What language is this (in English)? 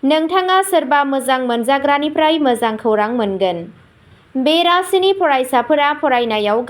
Bodo